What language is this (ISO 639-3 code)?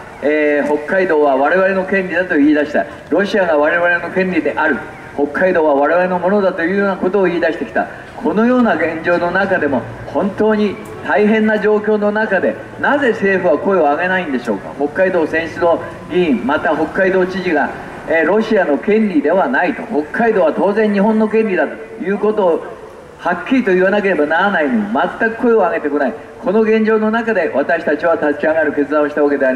jpn